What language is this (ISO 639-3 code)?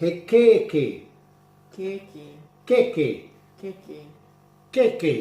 mri